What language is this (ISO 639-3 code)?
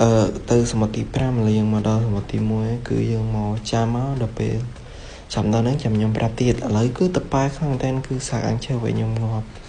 khm